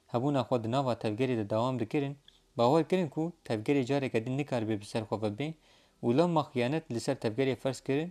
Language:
Kurdish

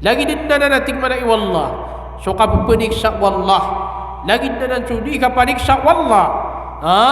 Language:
Maranao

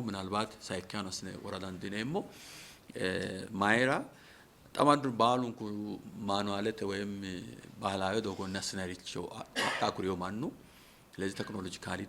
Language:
Sidamo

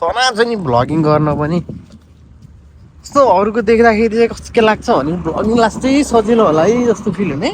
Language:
Nepali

